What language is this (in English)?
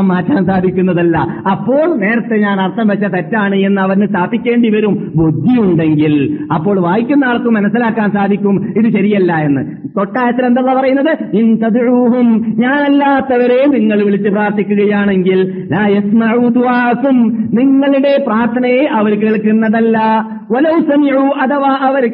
Malayalam